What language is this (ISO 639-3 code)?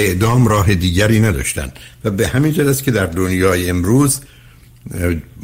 fas